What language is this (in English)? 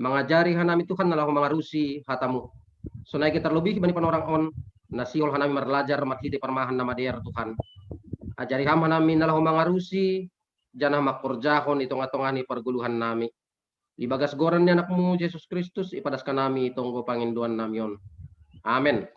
Batak Simalungun